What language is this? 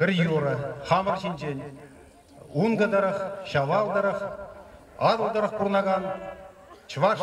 Chuvash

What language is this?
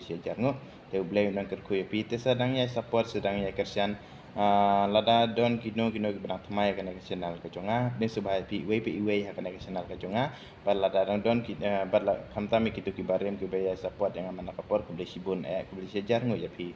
Khasi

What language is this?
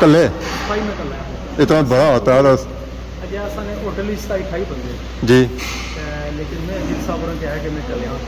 Pahari-Potwari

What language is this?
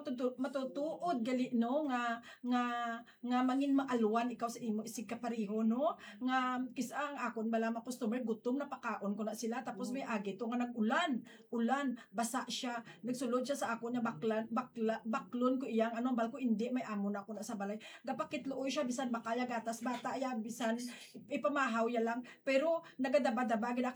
Hiligaynon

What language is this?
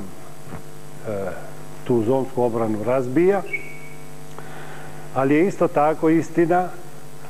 Croatian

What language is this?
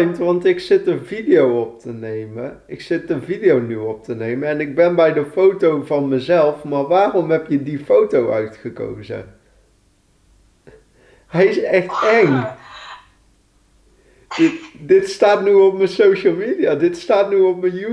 Dutch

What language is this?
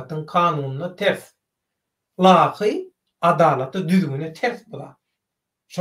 Turkmen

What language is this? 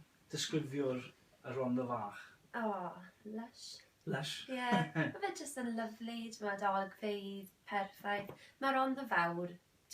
Welsh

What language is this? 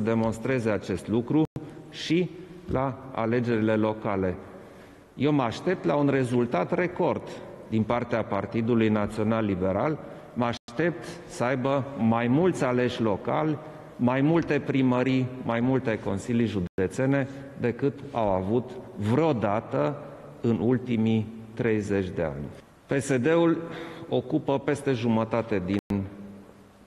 Romanian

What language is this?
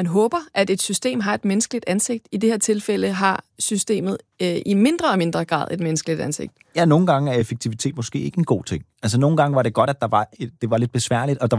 Danish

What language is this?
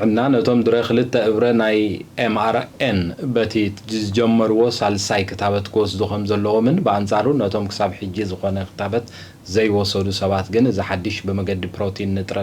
Tigrinya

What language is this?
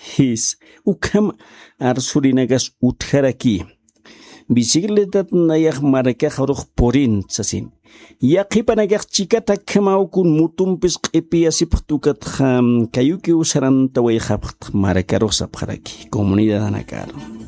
Aymara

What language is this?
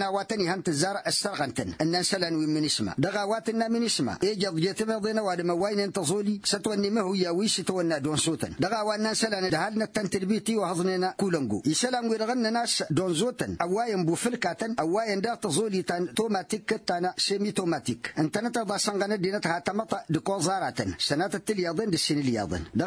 Tamasheq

